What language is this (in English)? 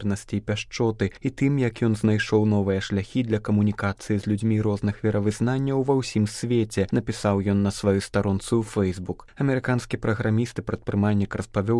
Belarusian